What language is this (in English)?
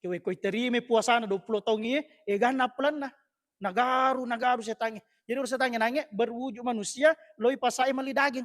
Buginese